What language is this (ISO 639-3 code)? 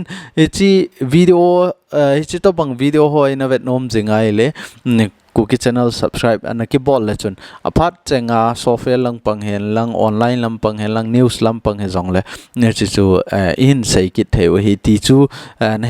tcz